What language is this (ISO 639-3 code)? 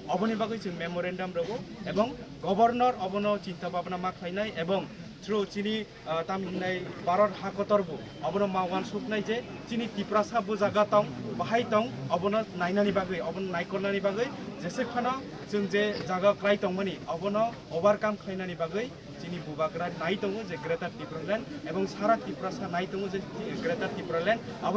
trp